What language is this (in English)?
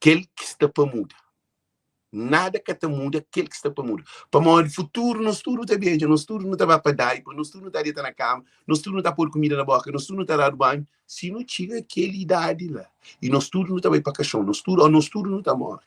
Kabuverdianu